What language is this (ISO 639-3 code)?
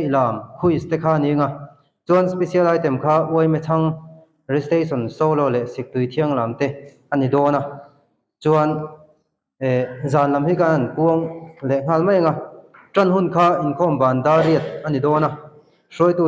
lus